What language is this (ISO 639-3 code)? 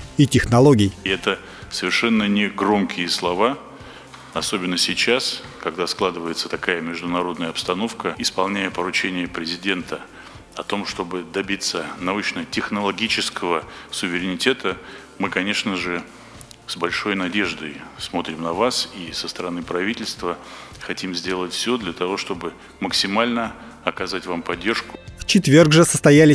rus